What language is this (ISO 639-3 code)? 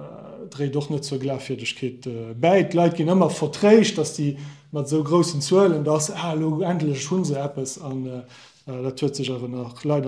ltz